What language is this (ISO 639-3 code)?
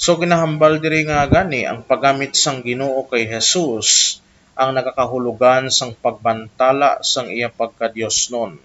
hil